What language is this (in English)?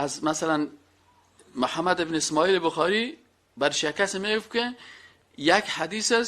Persian